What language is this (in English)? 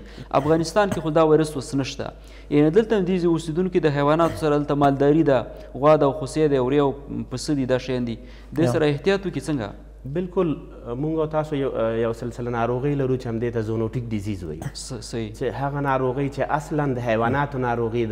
Pashto